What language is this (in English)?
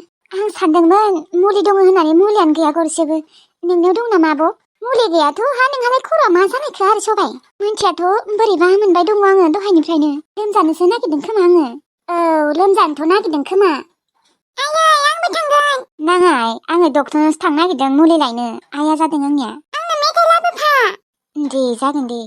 Bodo